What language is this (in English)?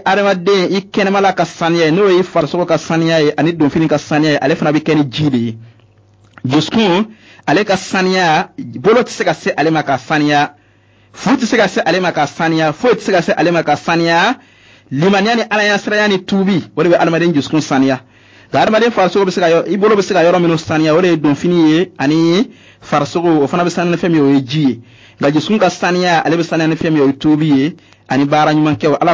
Bambara